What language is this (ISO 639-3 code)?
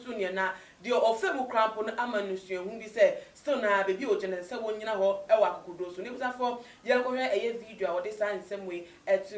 aka